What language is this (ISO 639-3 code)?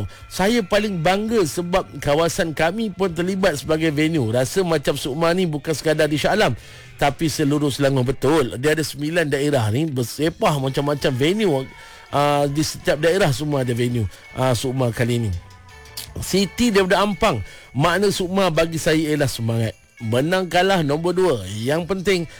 msa